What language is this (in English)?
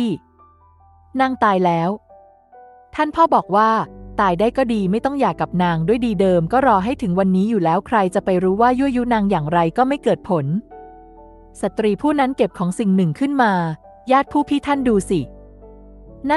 Thai